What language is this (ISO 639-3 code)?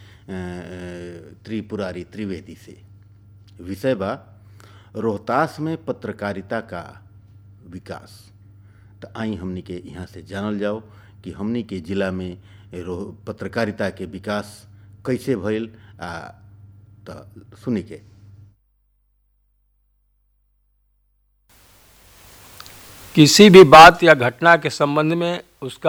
hin